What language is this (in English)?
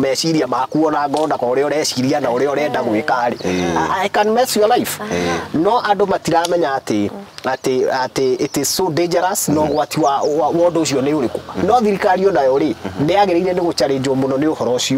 Kikuyu